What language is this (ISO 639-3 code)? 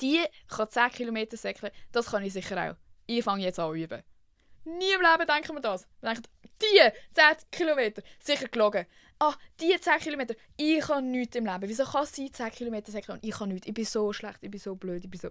gsw